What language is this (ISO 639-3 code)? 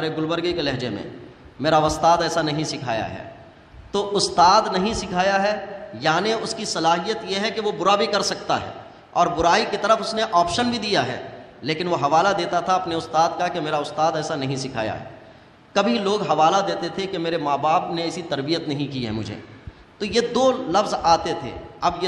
urd